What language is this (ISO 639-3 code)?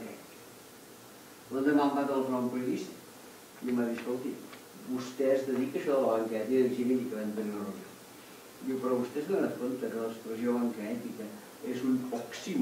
cat